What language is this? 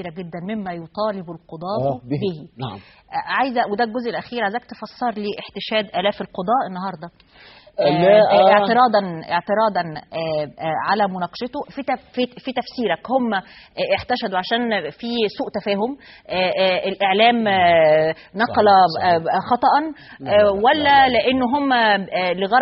Egyptian Arabic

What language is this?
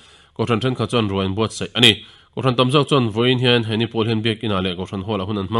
Mizo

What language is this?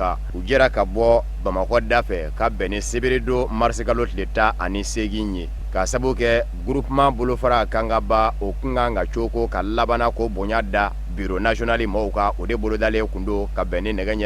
Bambara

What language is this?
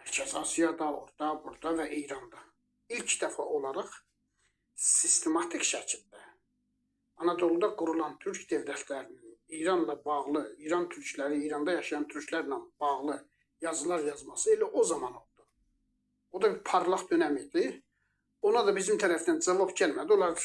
Azerbaijani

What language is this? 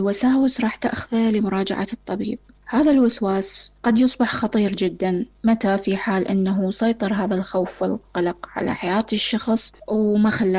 Mesopotamian Arabic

